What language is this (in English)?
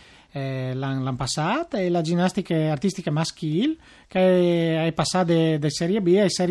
Friulian